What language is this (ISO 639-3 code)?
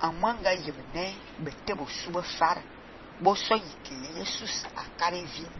fan